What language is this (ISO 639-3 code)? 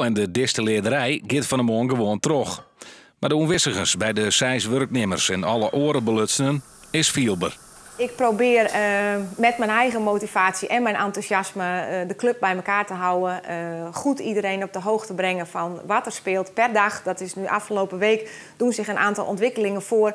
fry